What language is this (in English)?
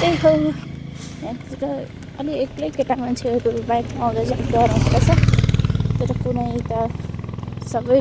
Nepali